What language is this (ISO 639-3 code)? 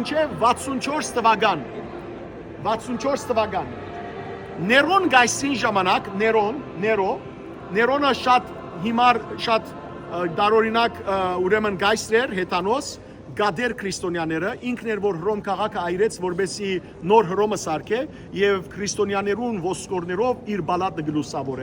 hyw